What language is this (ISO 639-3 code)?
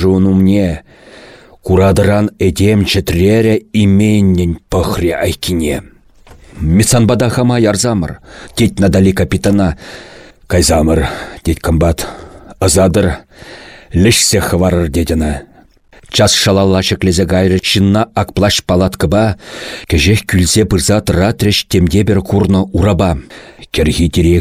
chv